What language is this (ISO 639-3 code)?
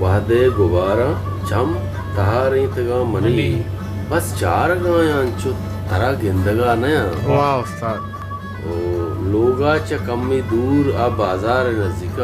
bal